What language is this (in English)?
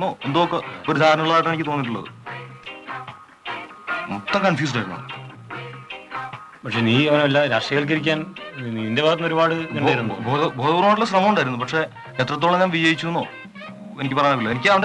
Malayalam